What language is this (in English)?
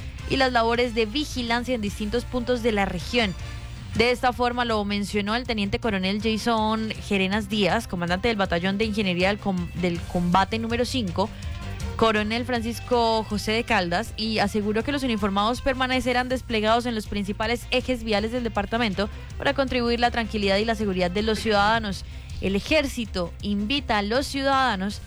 Spanish